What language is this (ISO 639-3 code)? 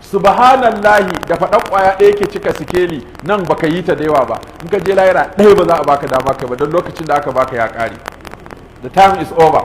hau